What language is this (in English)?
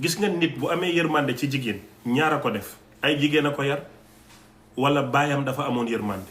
Wolof